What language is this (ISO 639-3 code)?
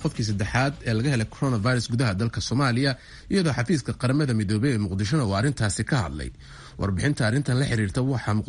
som